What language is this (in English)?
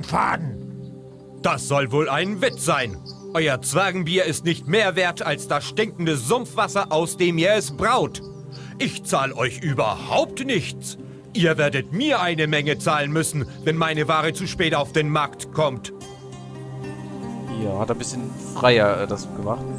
German